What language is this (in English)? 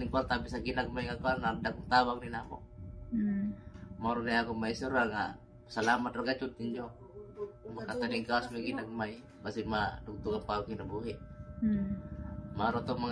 Cebuano